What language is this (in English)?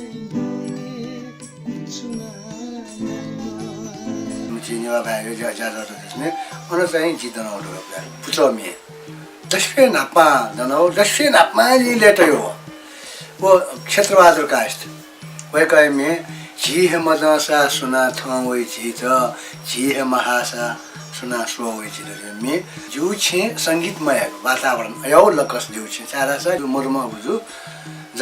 Newari